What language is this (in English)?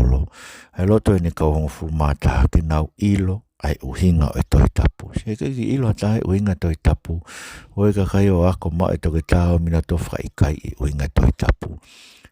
Tongan